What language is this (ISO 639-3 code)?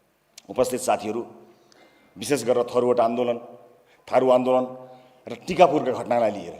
nep